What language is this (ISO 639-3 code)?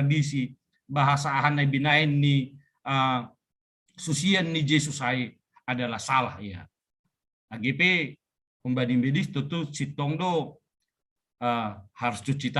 bts